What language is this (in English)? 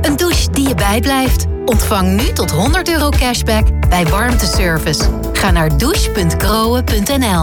Dutch